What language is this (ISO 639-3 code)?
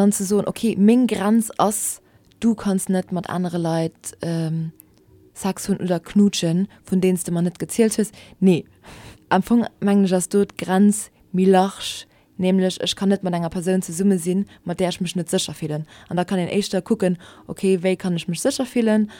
ltz